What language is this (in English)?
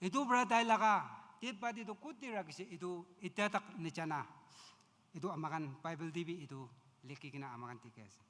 Naga Pidgin